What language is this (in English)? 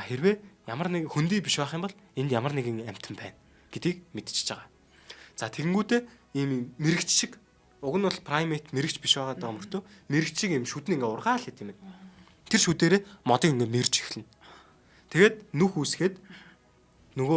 Mongolian